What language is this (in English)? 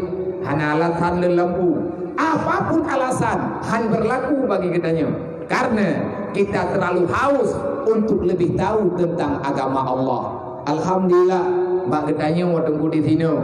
Achinese